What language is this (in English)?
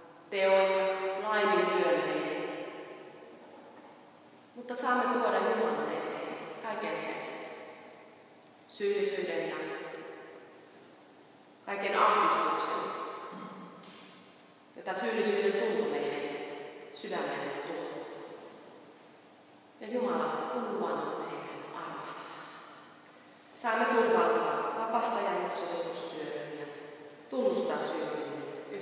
Finnish